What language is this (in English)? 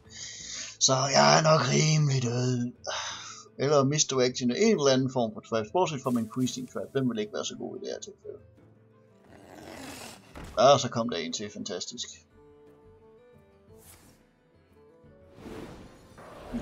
Danish